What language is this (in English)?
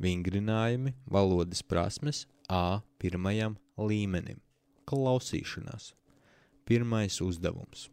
Latvian